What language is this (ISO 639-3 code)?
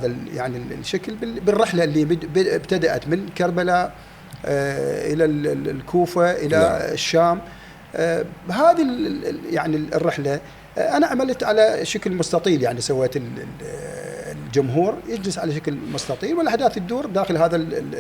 acm